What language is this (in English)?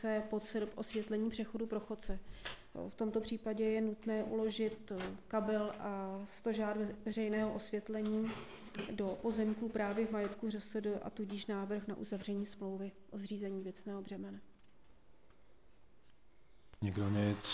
Czech